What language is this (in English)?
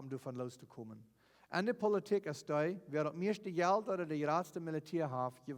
Plautdietsch